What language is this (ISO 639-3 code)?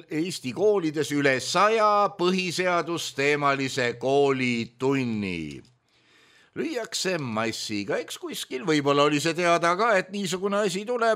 est